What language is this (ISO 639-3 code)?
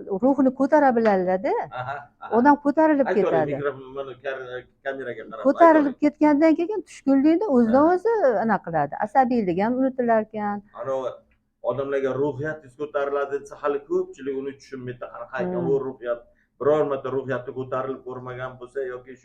uzb